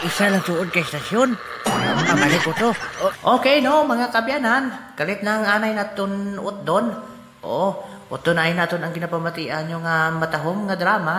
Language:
Hiligaynon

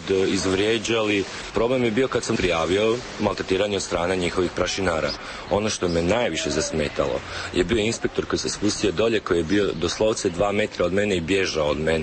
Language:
Serbian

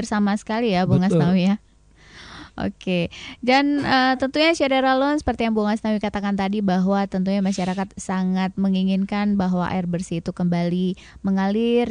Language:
Indonesian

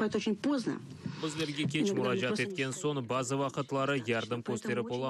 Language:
Crimean Tatar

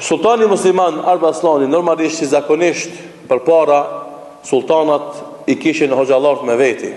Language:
Albanian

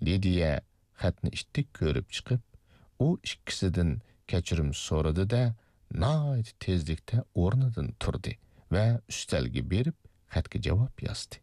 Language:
Uyghur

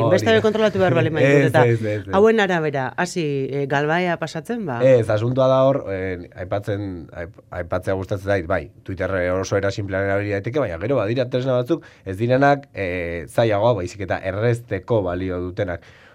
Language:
Basque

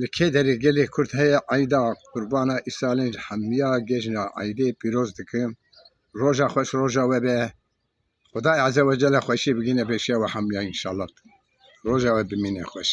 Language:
Kurdish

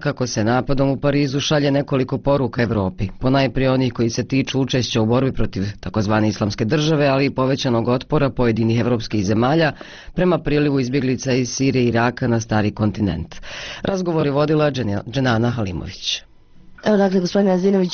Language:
Bosnian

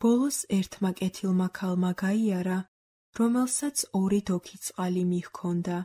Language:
Georgian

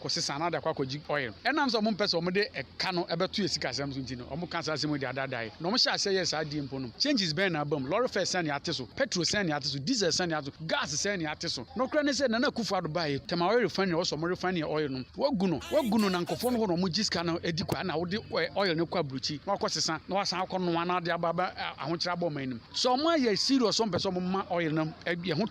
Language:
Akan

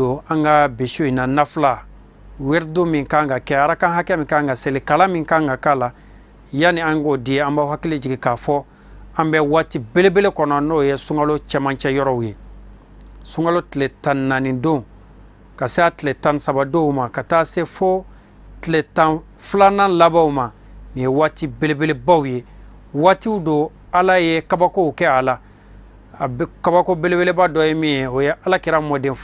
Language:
Bambara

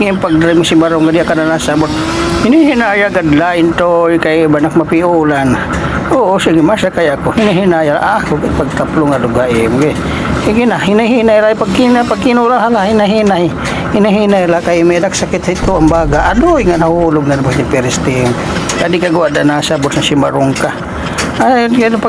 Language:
Waray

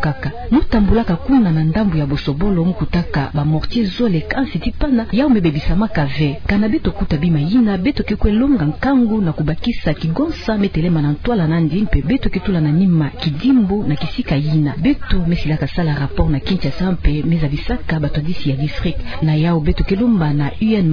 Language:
Kituba (Democratic Republic of Congo)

